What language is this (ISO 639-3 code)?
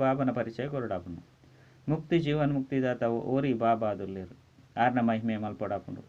tcy